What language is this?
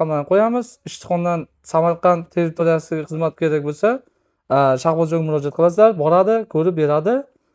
Uzbek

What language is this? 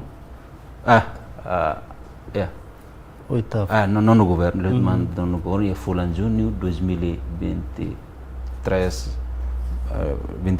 Tetum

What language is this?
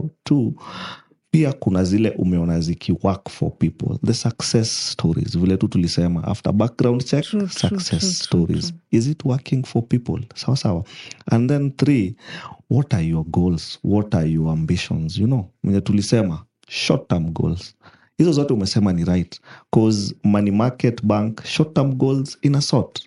Swahili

